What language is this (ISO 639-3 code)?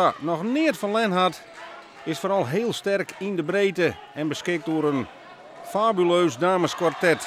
fry